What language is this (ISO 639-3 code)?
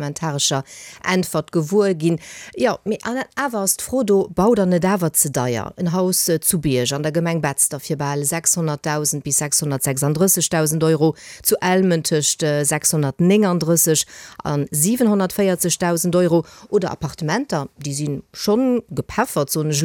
ltz